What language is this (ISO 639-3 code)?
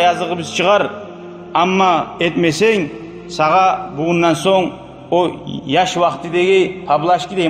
kum